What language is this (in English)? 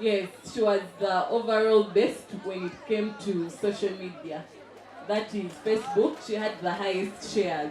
Nyankole